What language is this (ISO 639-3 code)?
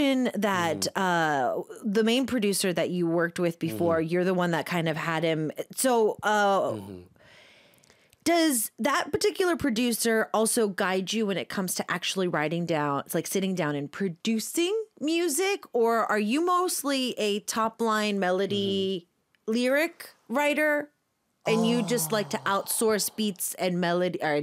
eng